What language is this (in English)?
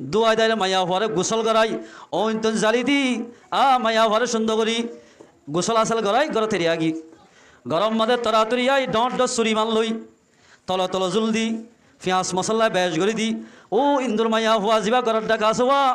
Rohingya